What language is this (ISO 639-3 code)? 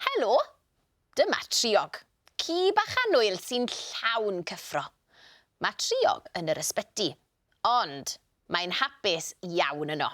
cym